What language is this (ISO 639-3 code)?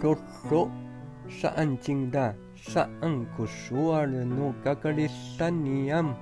ami